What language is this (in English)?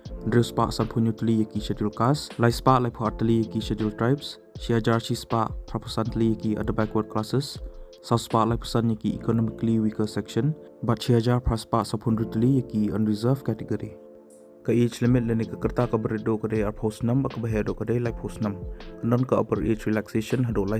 Khasi